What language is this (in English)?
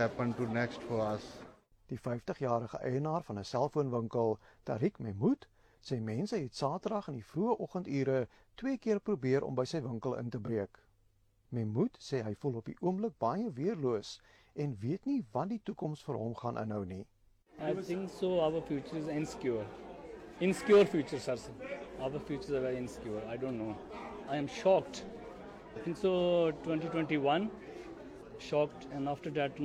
Afrikaans